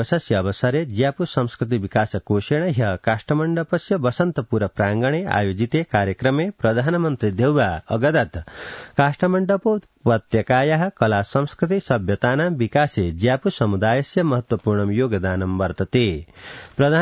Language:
Sanskrit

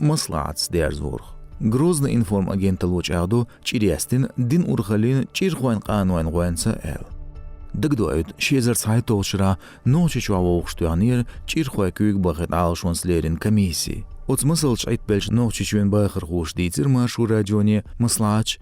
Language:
Chechen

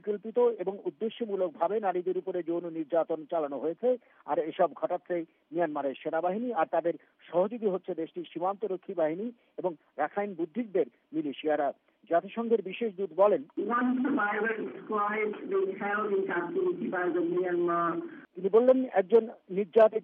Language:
Bangla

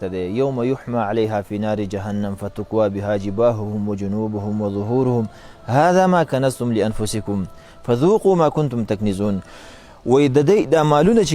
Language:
Pashto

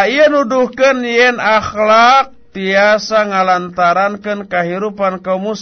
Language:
Sundanese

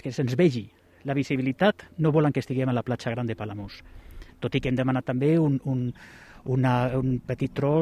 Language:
Catalan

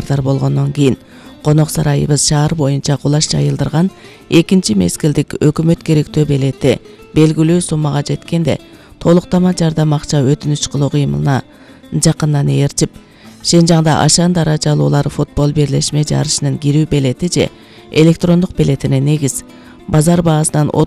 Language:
Kyrgyz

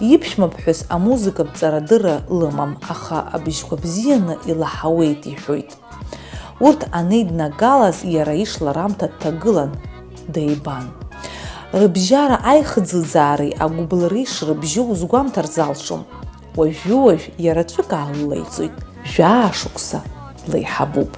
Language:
Abkhazian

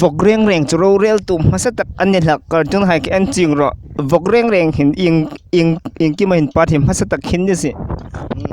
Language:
Hmar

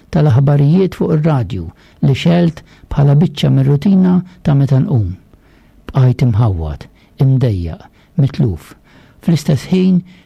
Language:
Maltese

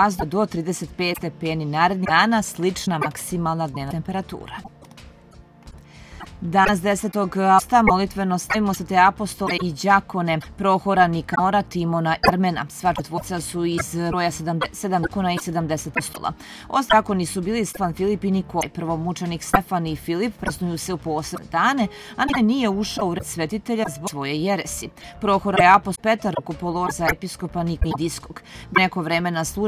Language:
Serbian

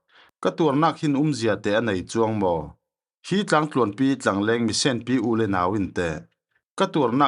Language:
Falam Chin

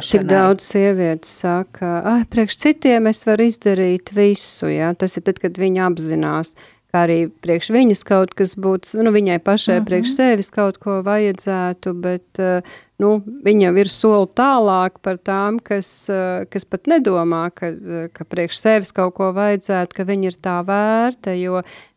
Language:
Latvian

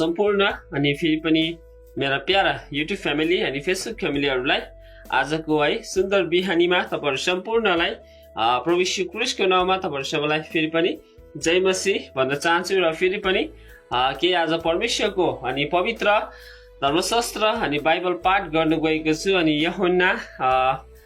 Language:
Nepali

